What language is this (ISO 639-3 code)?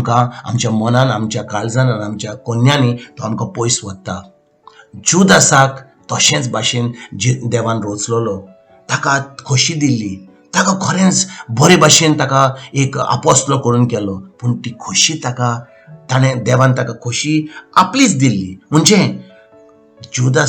kok